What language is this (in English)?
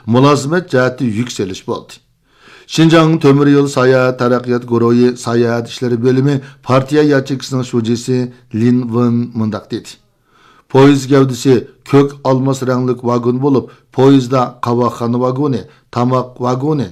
Uyghur